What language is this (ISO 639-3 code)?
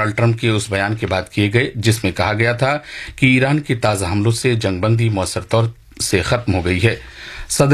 hin